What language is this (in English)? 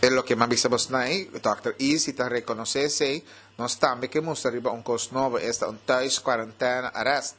Papiamento